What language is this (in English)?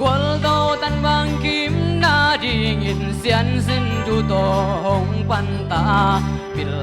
Tedim Chin